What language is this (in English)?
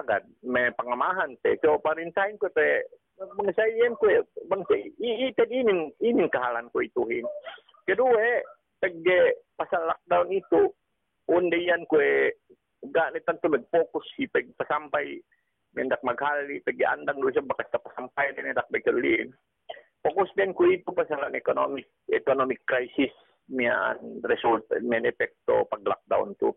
Yakan